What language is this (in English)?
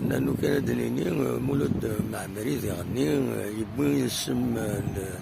Kabyle